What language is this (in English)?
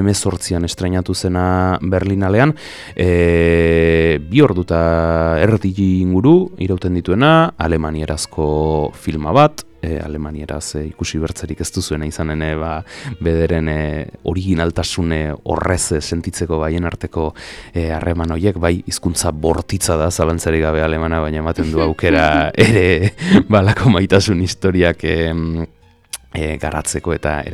Basque